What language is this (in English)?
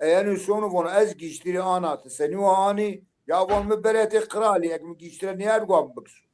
Zaza